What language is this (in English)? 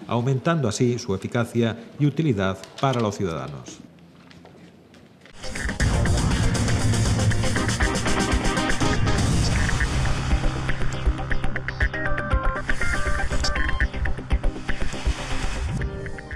Spanish